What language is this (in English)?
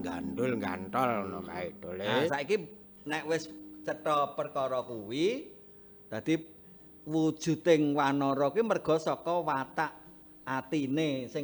Javanese